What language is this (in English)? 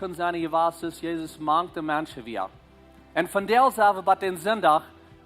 Plautdietsch